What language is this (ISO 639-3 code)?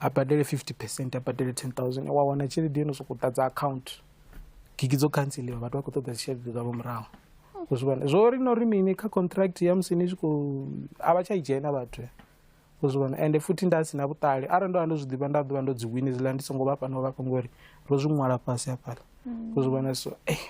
ven